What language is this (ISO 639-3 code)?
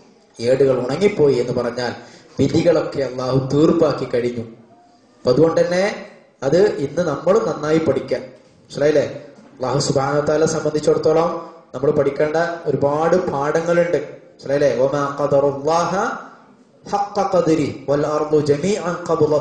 mal